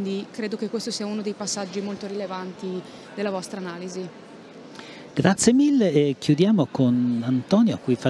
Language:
Italian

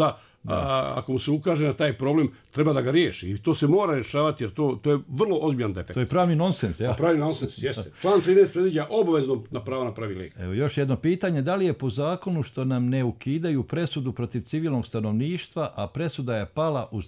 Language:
Bosnian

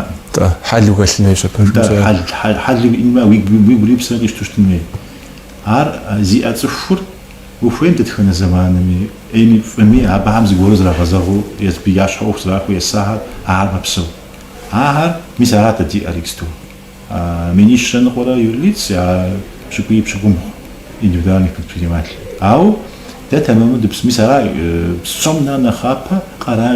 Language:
Kabardian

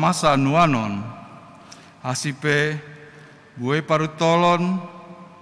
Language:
Batak Simalungun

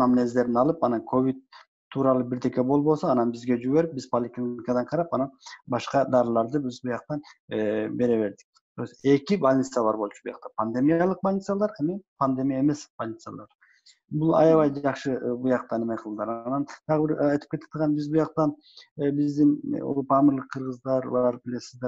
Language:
Kyrgyz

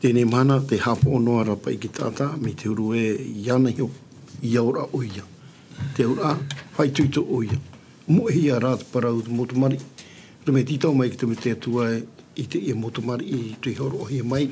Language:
Tahitian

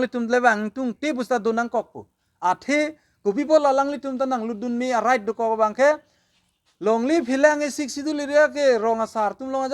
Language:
Karbi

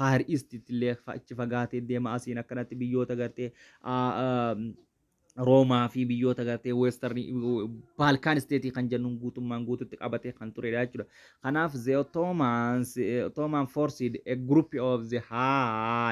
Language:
Oromo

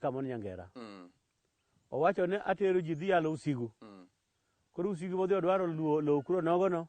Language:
Luo (Kenya and Tanzania)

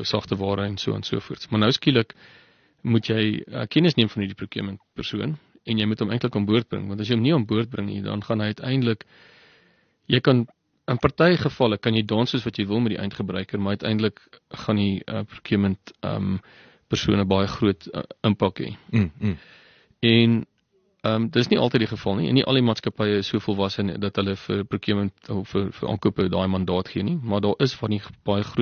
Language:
Afrikaans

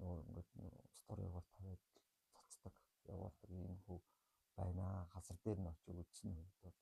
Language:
Mongolian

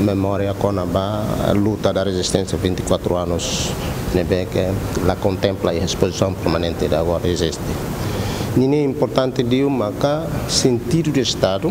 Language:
Tetum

